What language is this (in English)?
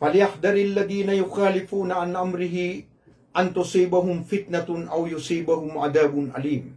Maranao